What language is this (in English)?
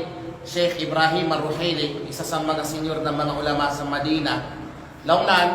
Kalagan